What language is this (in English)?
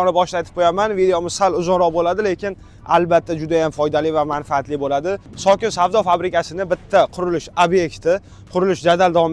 Uzbek